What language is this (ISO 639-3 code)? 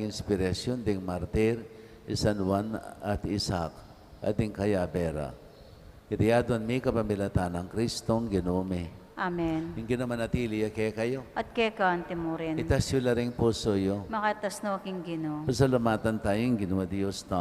pam